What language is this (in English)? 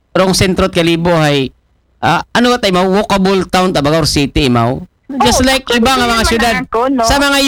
Aklanon